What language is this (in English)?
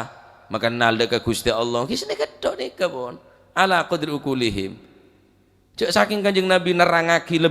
Madurese